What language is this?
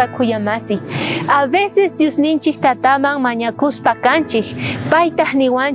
South Bolivian Quechua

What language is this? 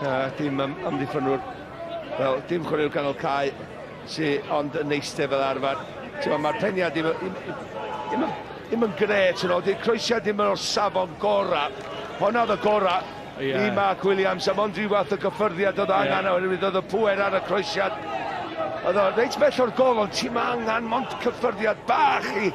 Welsh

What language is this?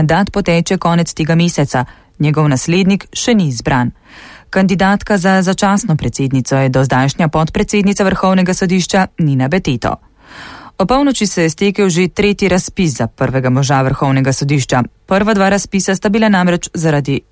Slovenian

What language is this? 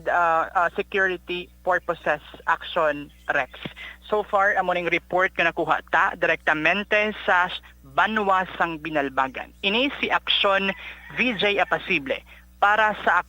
Hiligaynon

